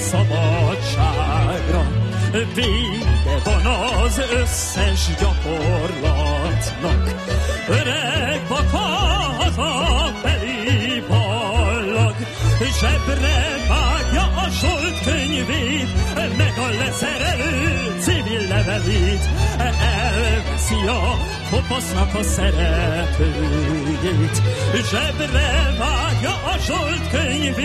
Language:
Hungarian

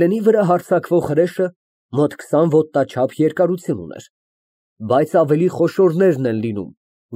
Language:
Armenian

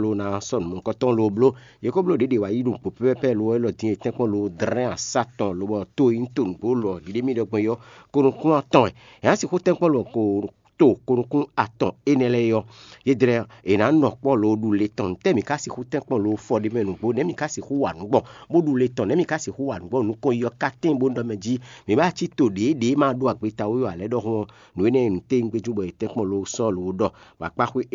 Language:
Fon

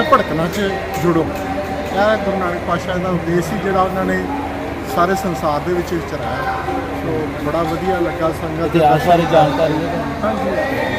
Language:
Punjabi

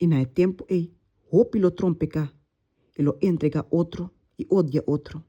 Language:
Papiamento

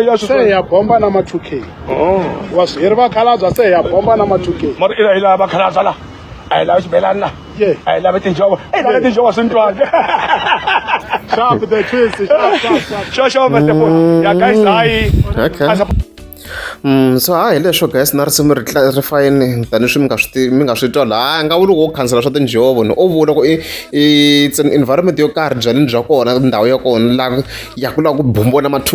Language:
Tsonga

